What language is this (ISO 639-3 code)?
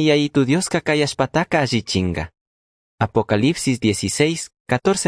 qug